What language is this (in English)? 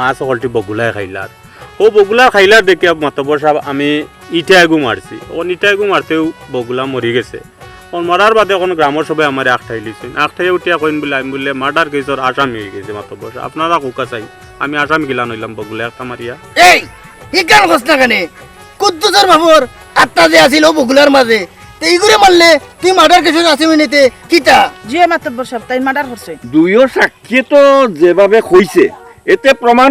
Sylheti